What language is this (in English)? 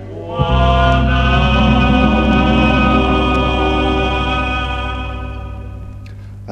Basque